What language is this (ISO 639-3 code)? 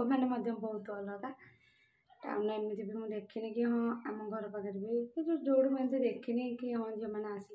ori